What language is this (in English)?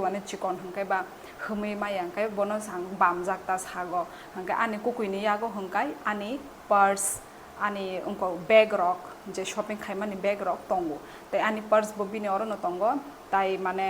Kok Borok